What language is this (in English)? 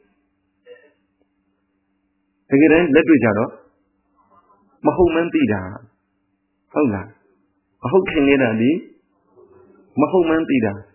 Burmese